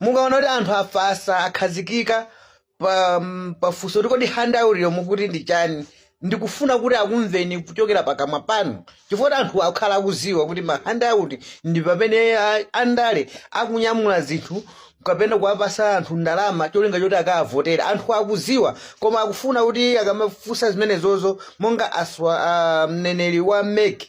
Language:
Nyanja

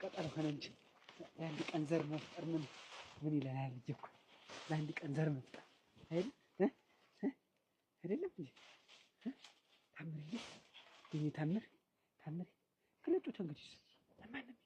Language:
Amharic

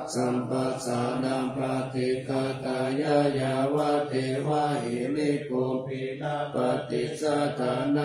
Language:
Pali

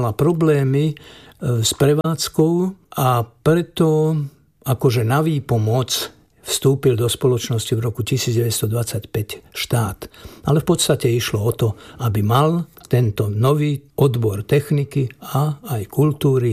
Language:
Slovak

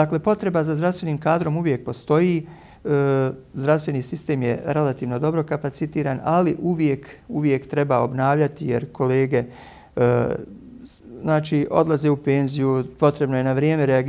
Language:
Bosnian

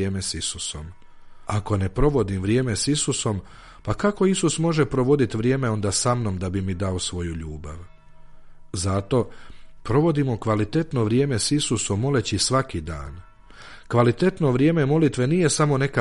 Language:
Croatian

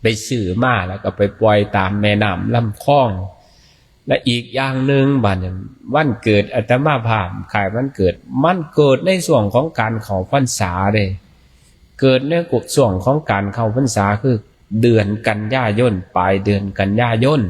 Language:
Northeastern Thai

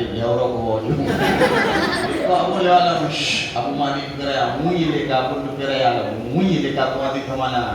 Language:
Achinese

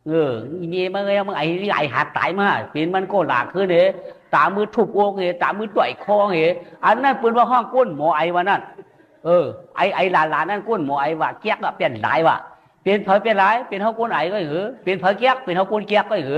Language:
Shan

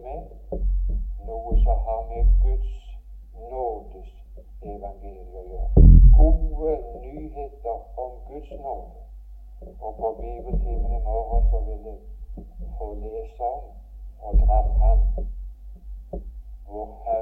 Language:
Norwegian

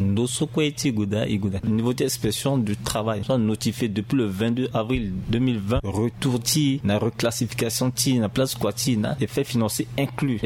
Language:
Sango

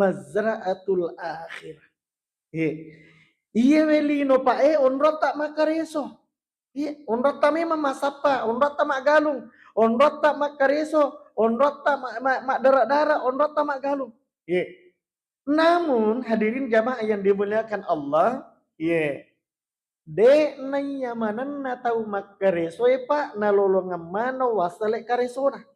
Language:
Buginese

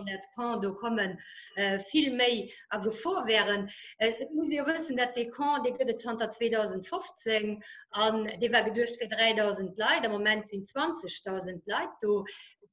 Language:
Luxembourgish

